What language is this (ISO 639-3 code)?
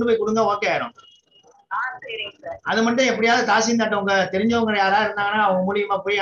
tam